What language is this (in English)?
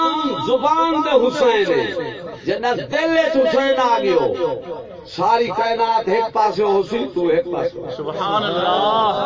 Saraiki